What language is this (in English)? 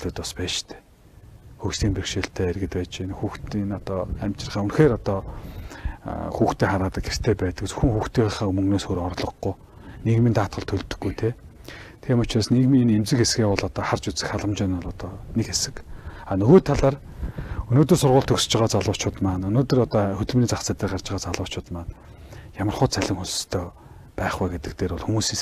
Mongolian